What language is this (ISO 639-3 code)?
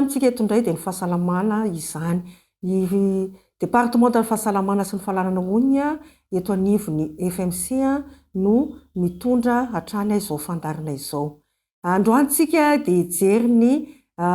mlg